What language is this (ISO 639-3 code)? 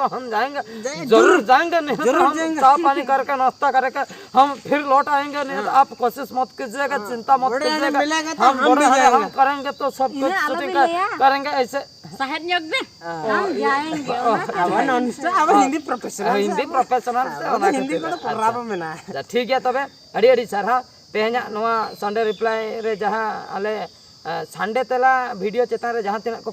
sat